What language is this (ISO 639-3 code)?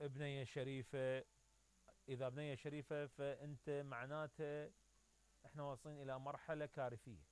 acm